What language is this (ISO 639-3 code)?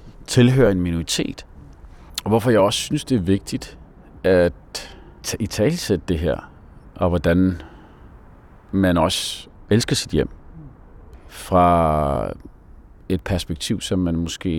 dan